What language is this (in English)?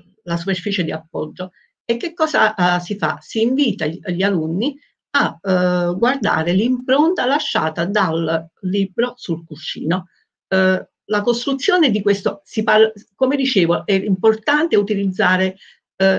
Italian